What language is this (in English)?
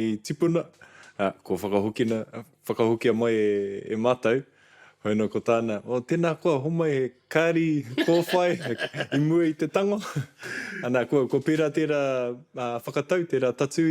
Māori